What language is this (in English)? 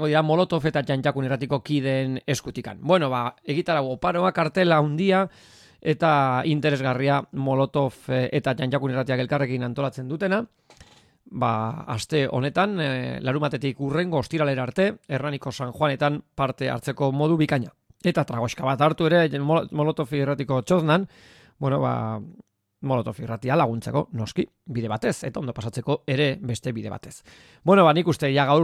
Basque